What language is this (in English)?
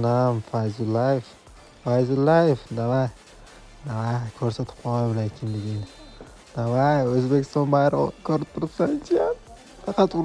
Uzbek